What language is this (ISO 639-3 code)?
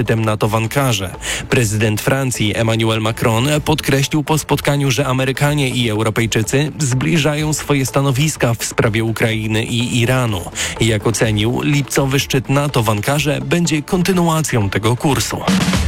pol